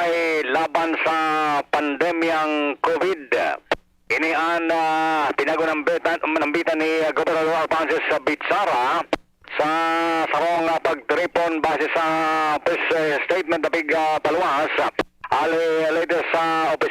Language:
Bikol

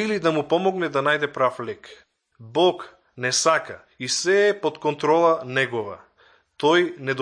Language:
Macedonian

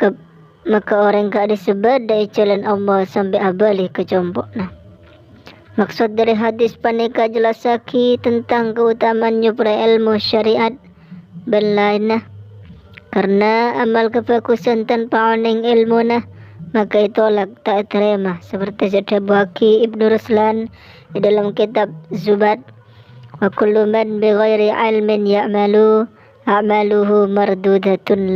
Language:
Madurese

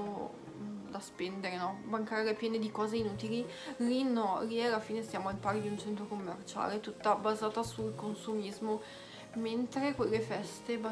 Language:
Italian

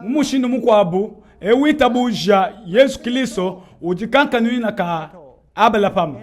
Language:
Luba-Lulua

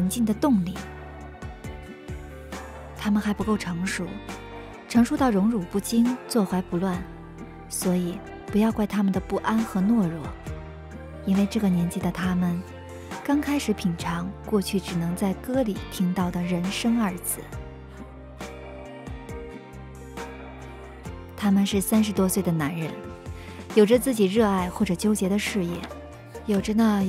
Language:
Chinese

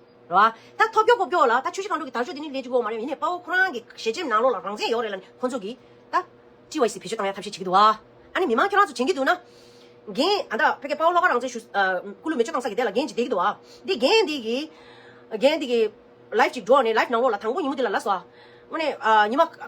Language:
Tibetan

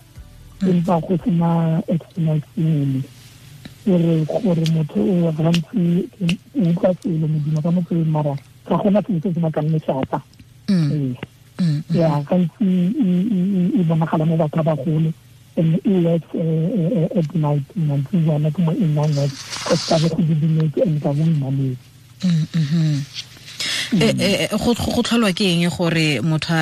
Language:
Tswana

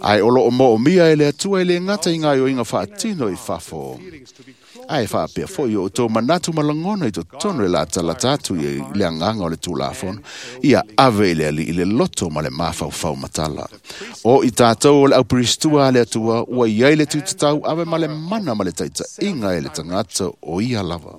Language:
Samoan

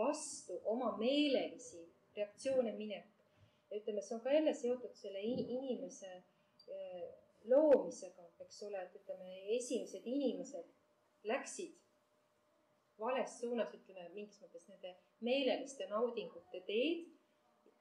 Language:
Estonian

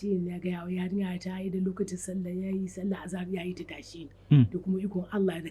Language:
Hausa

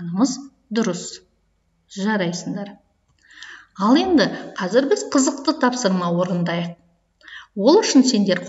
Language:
Kazakh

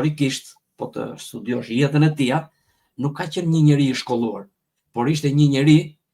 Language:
Albanian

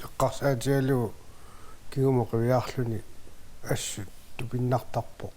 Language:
Kalaallisut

